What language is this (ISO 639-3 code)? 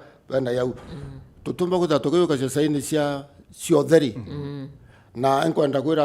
mer